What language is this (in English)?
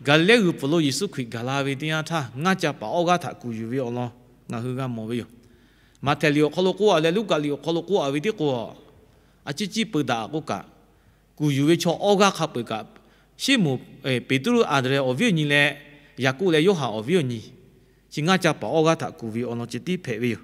Lahu